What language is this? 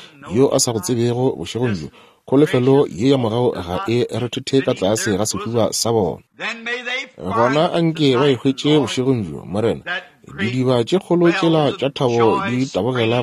Northern Sotho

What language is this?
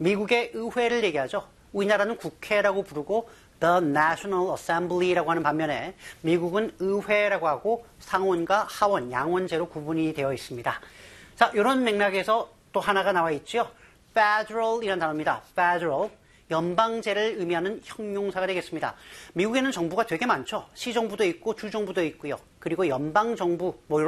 Korean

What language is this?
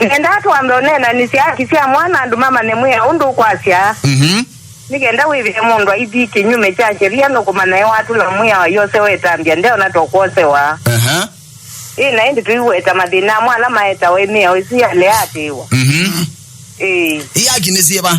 Kamba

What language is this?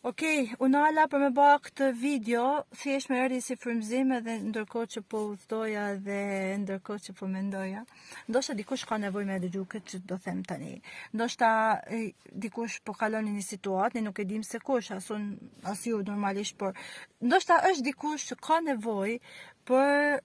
Albanian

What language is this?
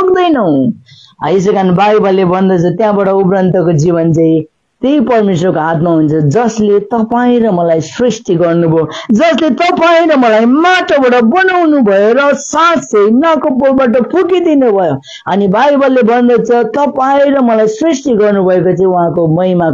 Nepali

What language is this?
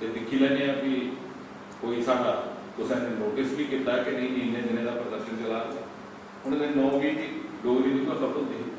Dogri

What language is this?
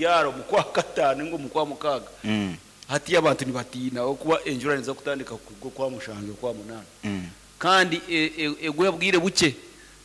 Nyankole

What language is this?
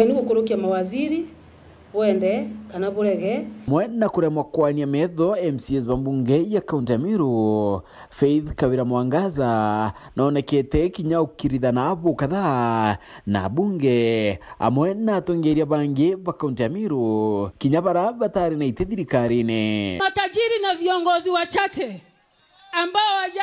Meru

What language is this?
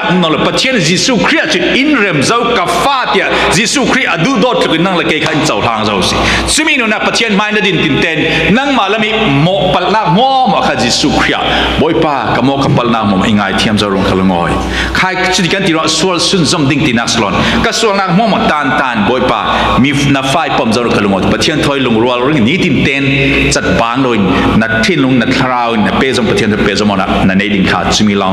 Falam Chin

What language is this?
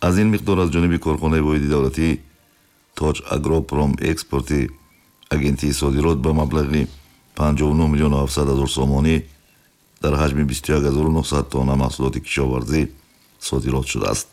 Tajik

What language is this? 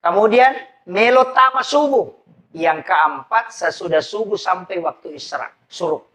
Buginese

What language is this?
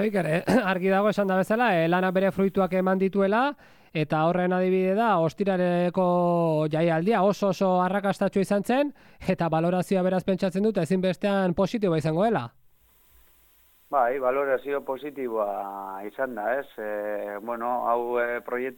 Basque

